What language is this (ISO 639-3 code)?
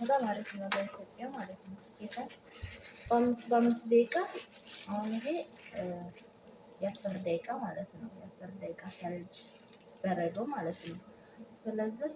amh